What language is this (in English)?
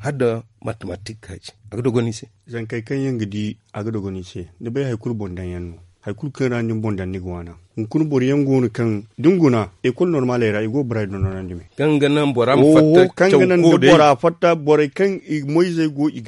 Zarma